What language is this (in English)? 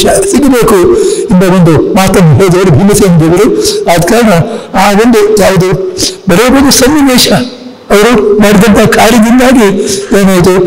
Kannada